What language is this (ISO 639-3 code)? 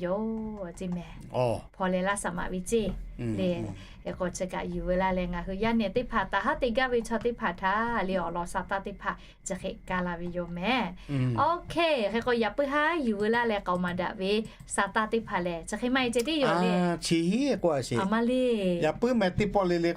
lhu